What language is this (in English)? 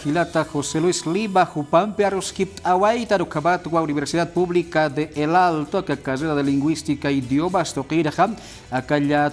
Aymara